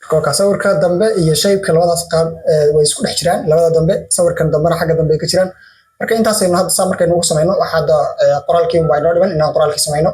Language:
Somali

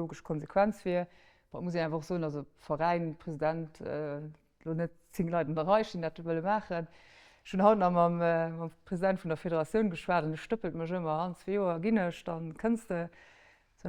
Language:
Luxembourgish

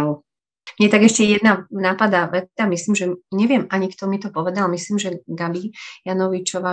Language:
Slovak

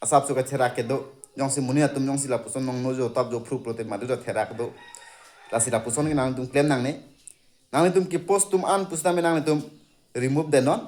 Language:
Karbi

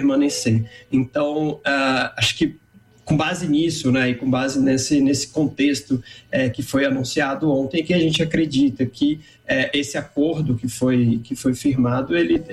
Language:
Portuguese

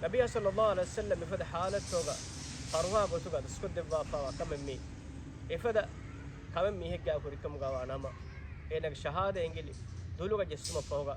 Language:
Divehi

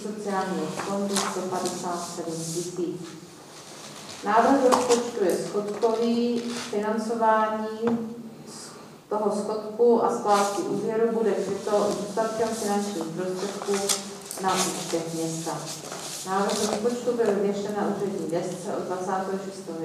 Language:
Czech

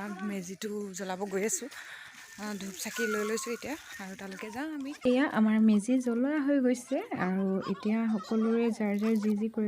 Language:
Assamese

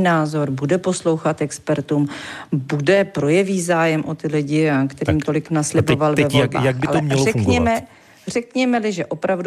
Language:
Czech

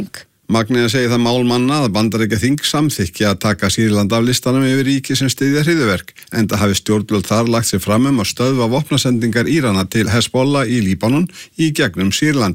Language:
Icelandic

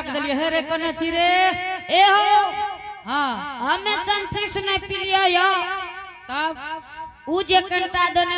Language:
Angika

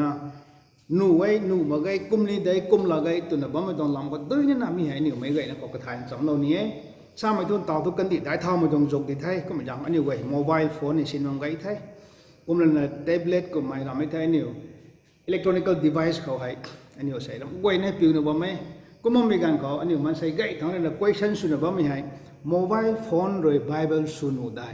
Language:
Rongmei Naga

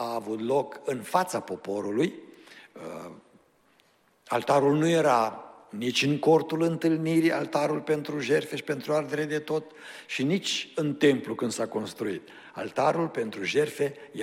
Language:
Romanian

